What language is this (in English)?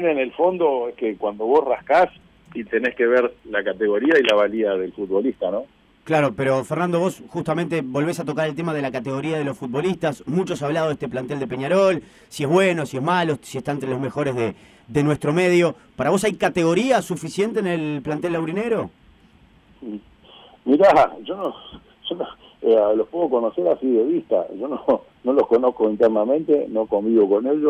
Spanish